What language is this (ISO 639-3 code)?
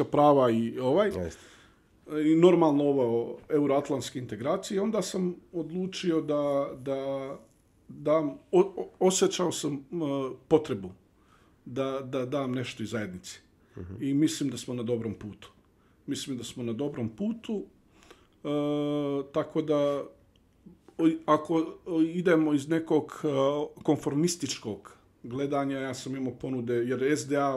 bos